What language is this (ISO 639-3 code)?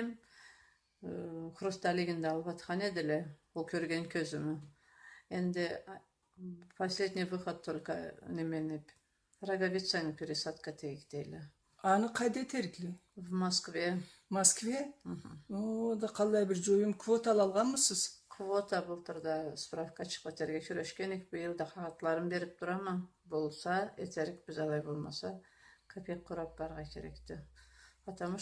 krc